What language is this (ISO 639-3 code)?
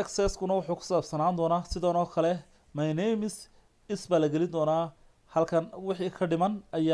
som